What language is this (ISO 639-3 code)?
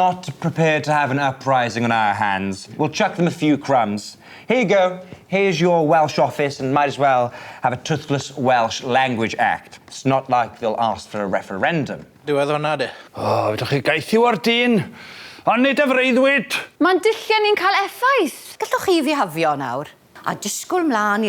cym